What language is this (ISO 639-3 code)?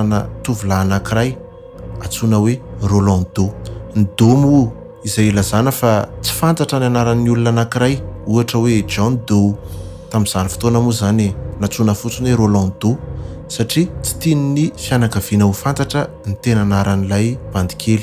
mlg